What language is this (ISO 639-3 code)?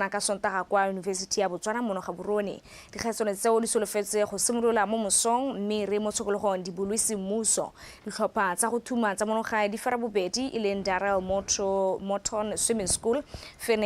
tsn